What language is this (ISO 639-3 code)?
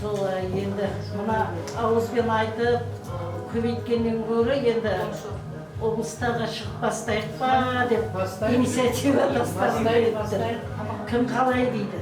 kaa